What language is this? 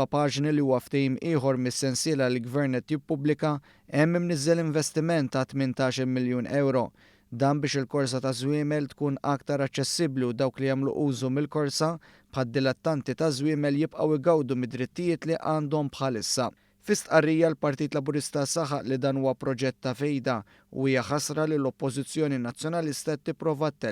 Maltese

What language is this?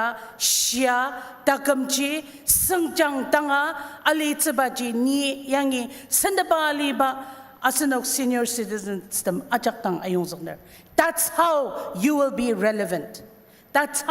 Ao Naga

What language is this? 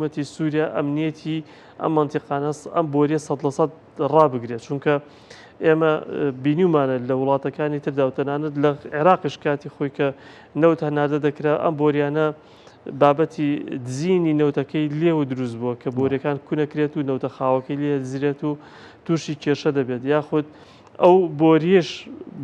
Central Kurdish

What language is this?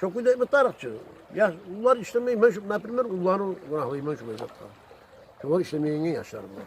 Kumyk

